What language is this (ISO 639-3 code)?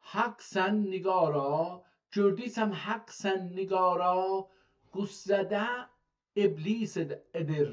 azb